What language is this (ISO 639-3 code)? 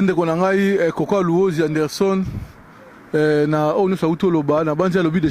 lin